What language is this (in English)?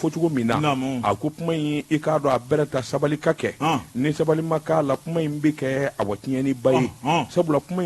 Bambara